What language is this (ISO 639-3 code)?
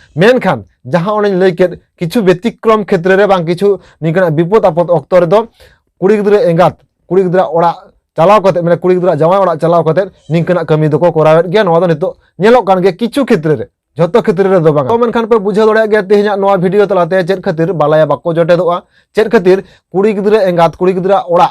sat